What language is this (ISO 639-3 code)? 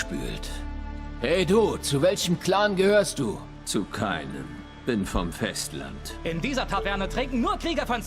gsw